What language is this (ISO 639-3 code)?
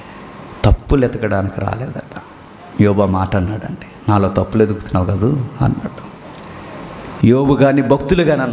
tel